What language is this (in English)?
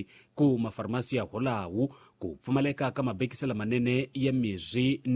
Tsonga